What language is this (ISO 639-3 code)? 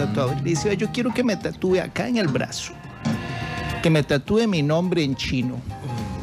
spa